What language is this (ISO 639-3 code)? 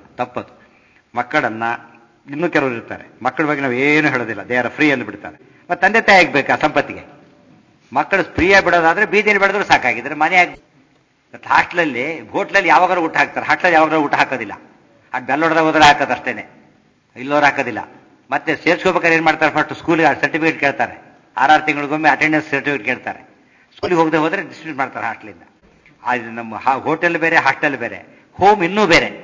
kan